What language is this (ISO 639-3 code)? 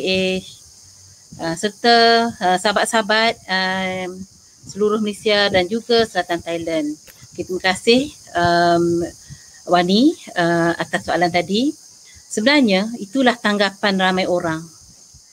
msa